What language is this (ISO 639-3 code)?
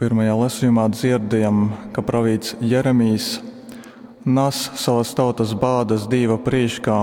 ltg